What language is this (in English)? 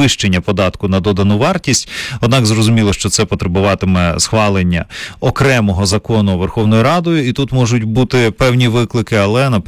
Ukrainian